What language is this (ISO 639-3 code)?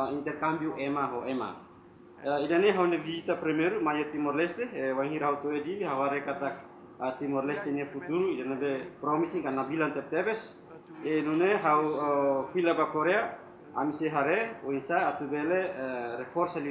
tet